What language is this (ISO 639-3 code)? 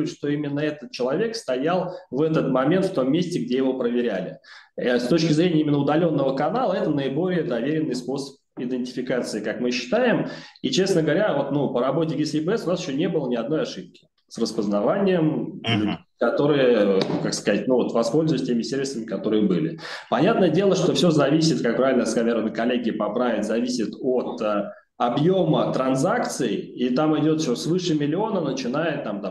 rus